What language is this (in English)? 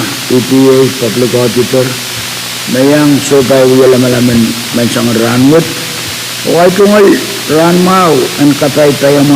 Pohnpeian